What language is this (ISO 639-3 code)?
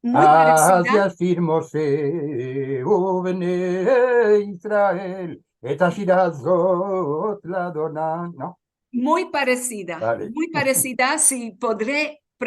lad